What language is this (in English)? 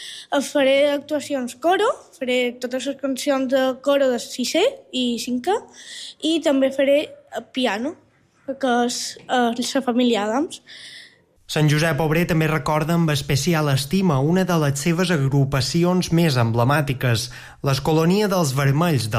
Catalan